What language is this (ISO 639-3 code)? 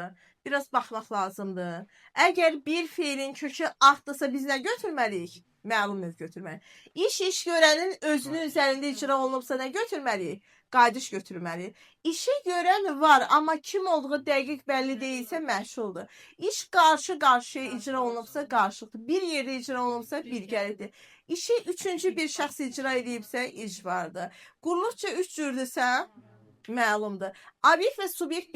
aze